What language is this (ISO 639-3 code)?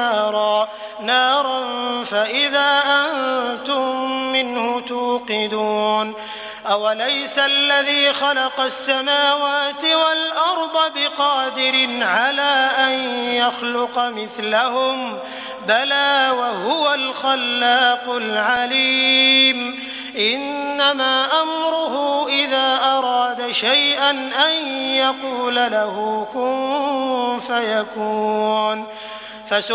ara